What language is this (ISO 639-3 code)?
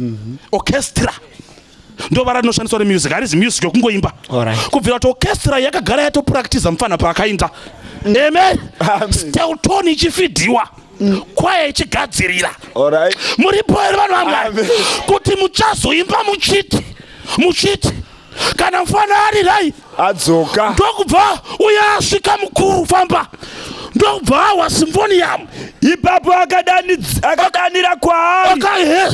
sna